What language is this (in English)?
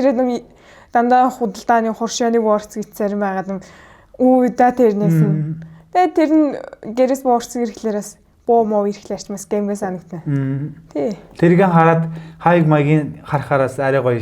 Mongolian